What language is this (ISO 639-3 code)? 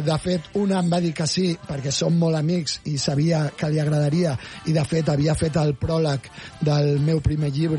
cat